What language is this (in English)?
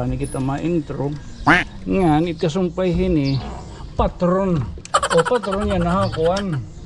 Waray